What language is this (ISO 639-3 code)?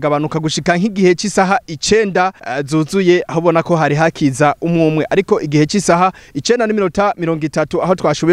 run